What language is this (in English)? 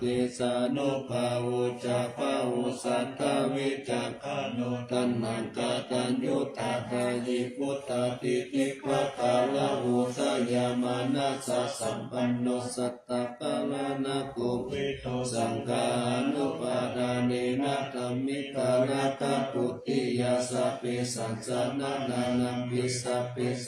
Pali